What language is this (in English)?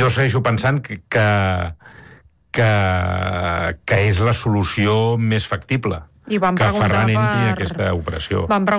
Catalan